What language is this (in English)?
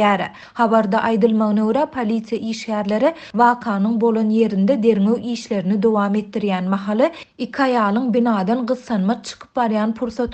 Turkmen